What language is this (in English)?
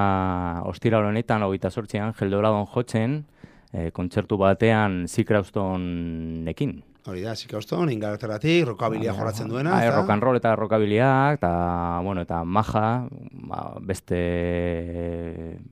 Basque